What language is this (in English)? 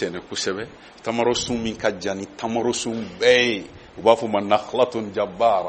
Bambara